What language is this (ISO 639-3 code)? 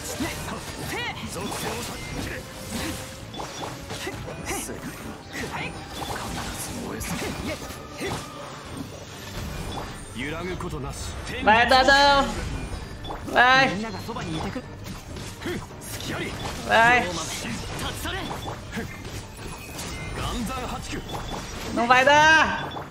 por